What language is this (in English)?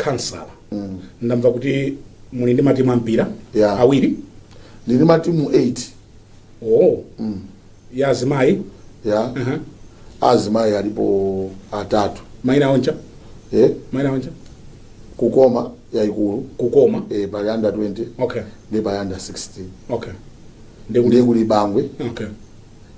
Nyanja